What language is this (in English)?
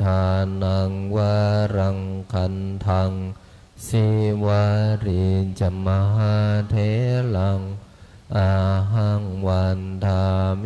Pali